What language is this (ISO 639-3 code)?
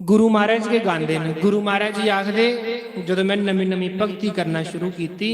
doi